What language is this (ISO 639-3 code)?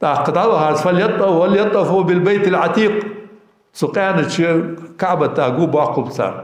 inh